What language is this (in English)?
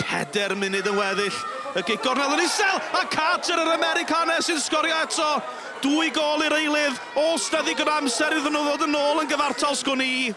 Welsh